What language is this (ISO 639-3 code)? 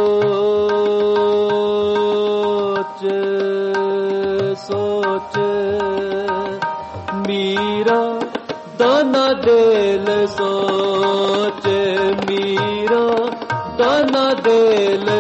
pan